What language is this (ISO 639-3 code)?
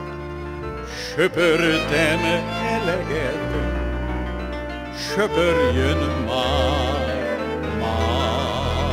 hun